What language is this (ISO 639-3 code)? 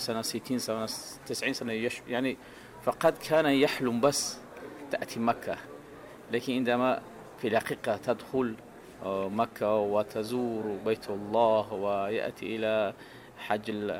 ars